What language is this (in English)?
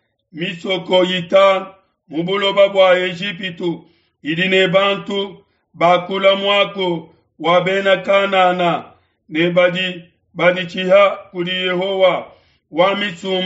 Luba-Lulua